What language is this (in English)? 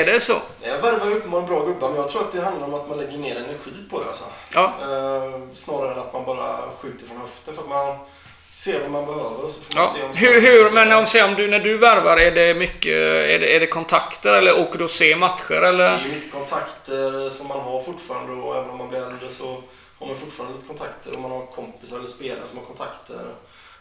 Swedish